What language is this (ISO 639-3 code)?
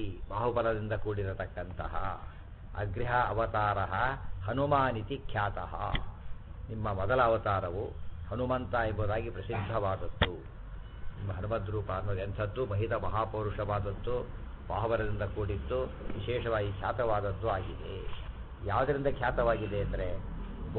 kan